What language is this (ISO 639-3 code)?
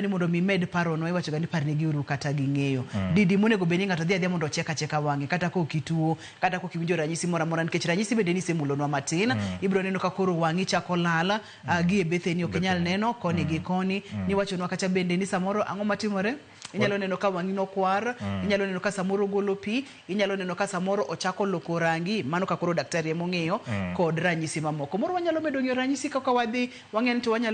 luo